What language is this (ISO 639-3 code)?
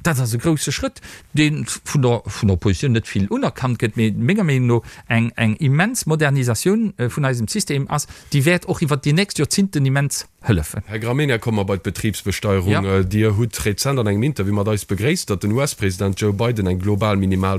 ltz